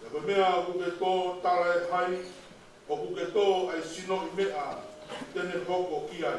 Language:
Tongan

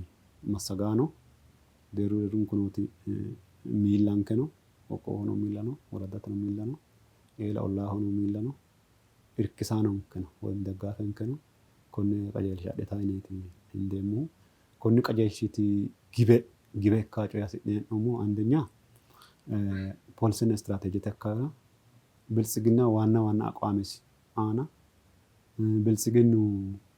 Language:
Sidamo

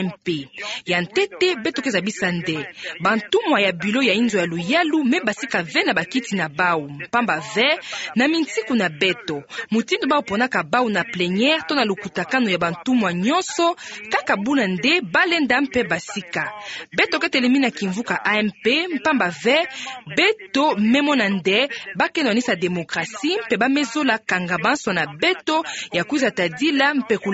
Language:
Kituba (Democratic Republic of Congo)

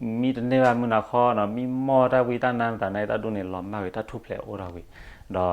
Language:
S'gaw Karen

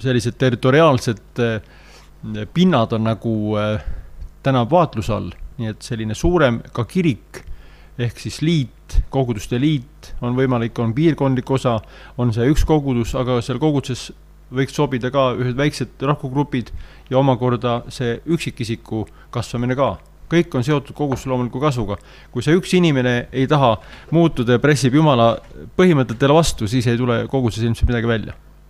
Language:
Estonian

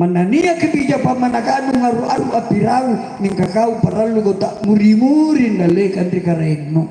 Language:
Makasar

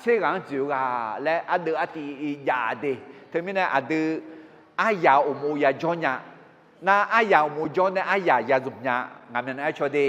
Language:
Akha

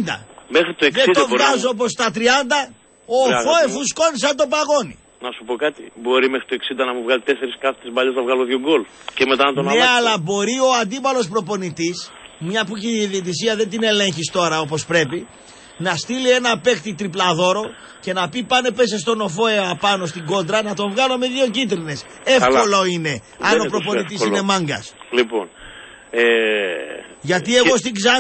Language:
Greek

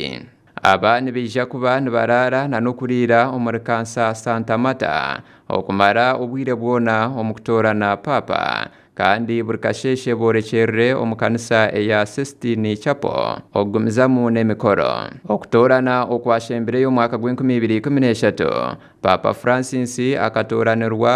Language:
Nyankole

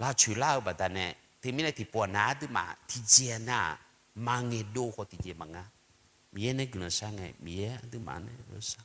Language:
Akha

